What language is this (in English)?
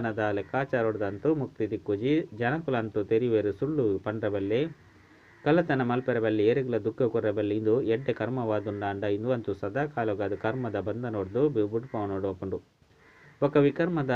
Tulu